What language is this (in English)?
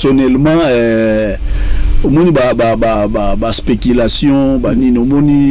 Lingala